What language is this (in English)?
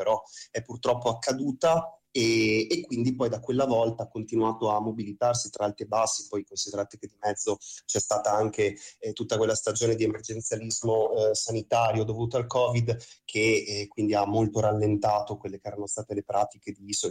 Italian